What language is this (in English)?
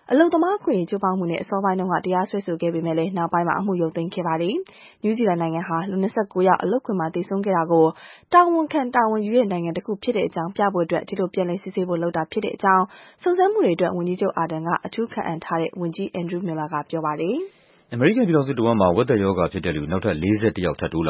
Burmese